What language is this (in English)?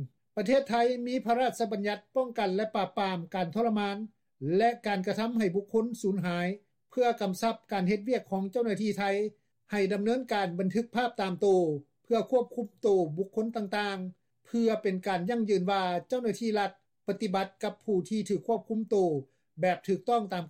Lao